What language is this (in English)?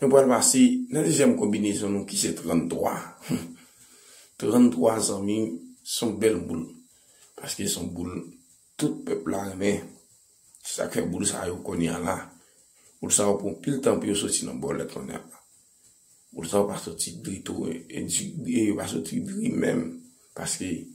Haitian Creole